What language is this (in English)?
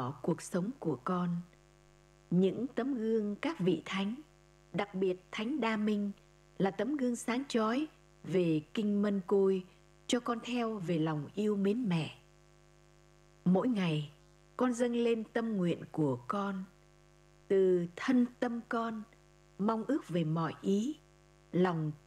Vietnamese